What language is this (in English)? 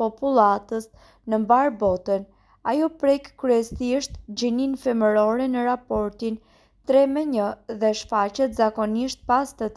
Albanian